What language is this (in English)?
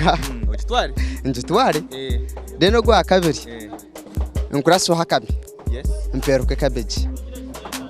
Nyankole